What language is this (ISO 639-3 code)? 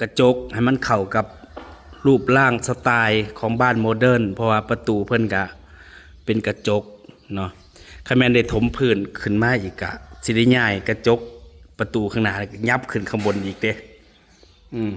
tts